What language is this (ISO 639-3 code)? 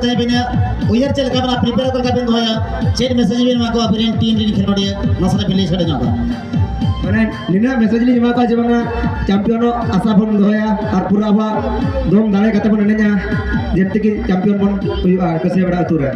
sat